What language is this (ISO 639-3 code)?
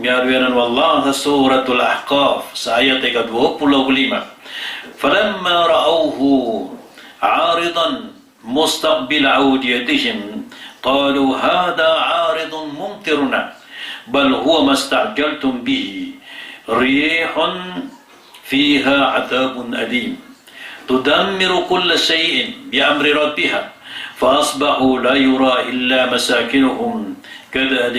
mrw